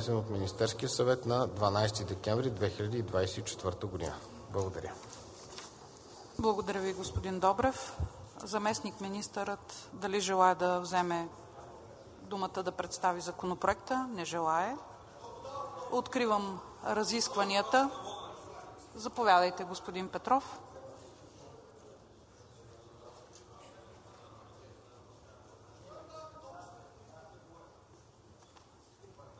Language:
Bulgarian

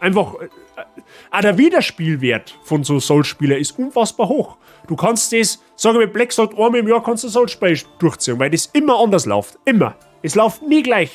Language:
Bavarian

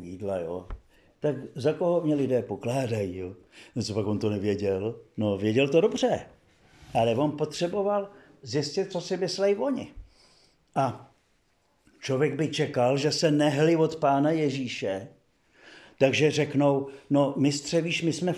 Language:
Czech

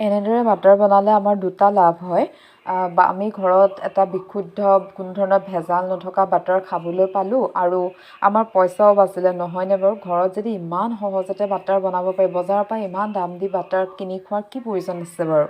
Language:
Assamese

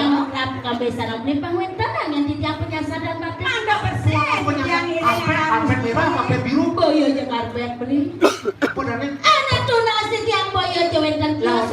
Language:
Balinese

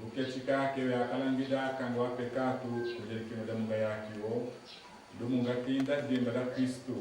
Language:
Tetela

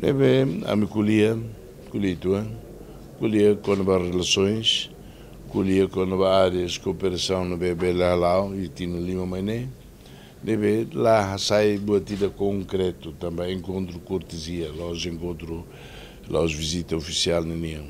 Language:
Tetum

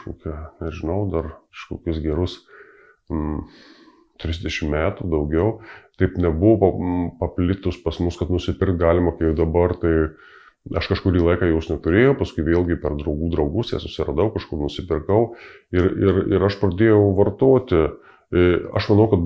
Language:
Lithuanian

